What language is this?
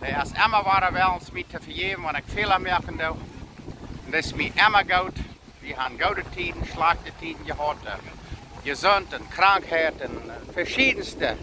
Plautdietsch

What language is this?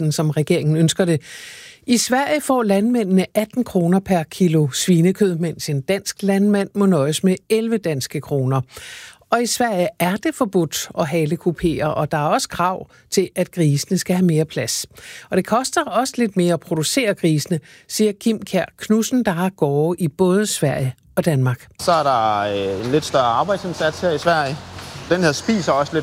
Danish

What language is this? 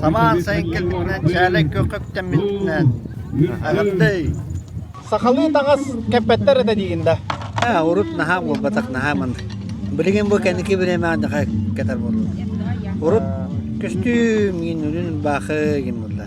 Yakut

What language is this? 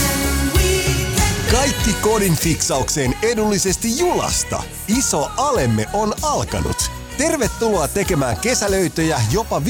Finnish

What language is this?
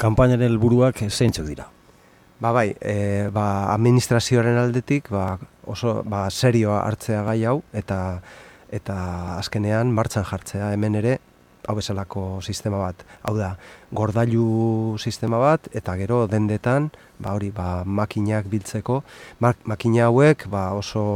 Basque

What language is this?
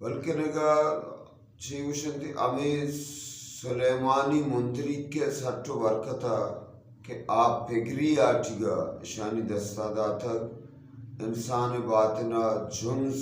Eastern Balochi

